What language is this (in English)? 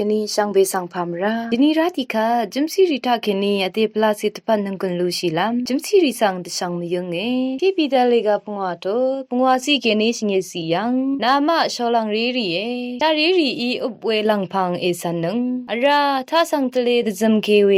Rawang